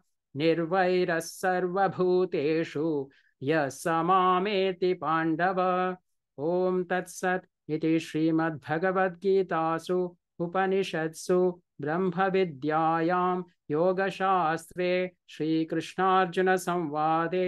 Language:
Sanskrit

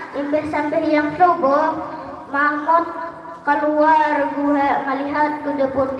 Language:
Banjar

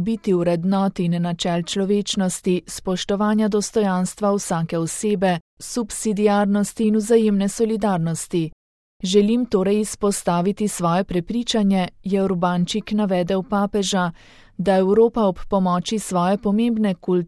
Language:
Slovenian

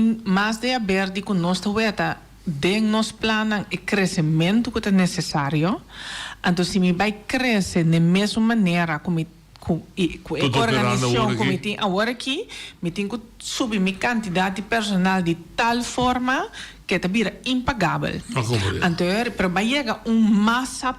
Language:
Papiamento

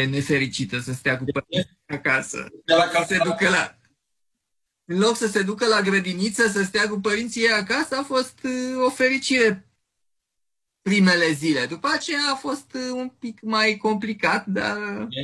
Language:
Romanian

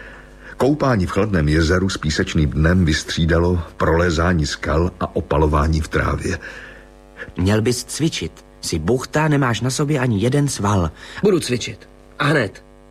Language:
Czech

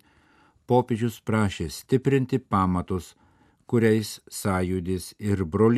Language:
Lithuanian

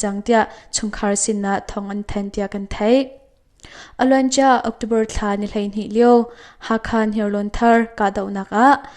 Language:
Hakha Chin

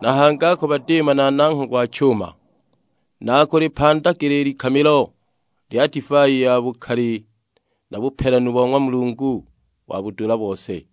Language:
Sukuma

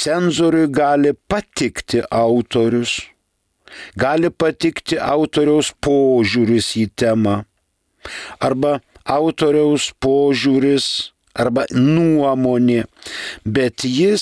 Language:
Lithuanian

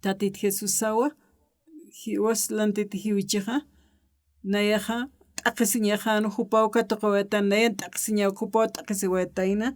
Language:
Aymara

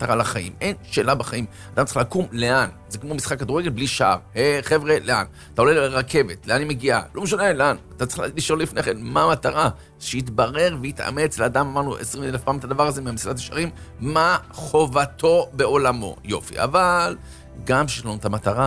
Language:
Hebrew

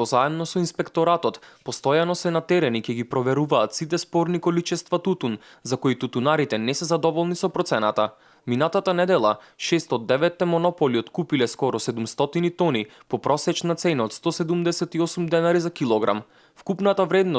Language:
Macedonian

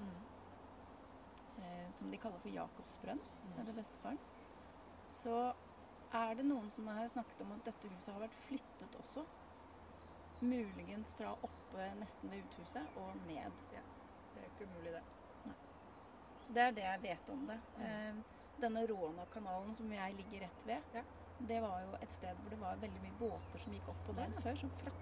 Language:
Norwegian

